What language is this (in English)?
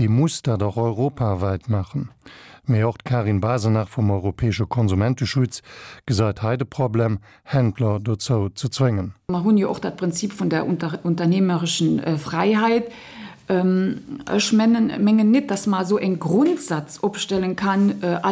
Luxembourgish